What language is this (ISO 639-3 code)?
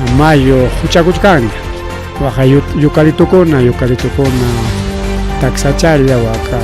quy